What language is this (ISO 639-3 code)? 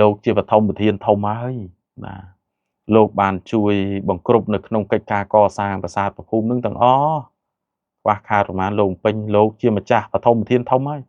khm